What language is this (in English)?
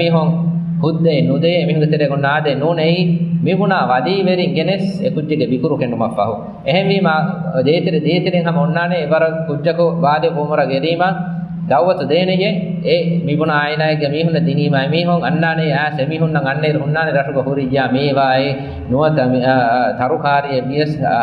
Divehi